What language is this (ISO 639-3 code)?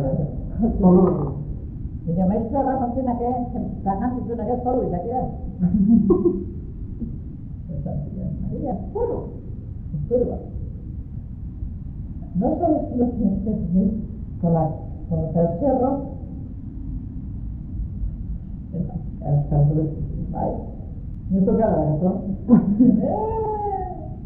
eus